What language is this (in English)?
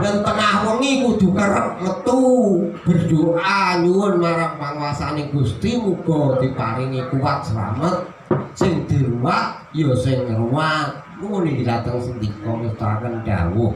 Javanese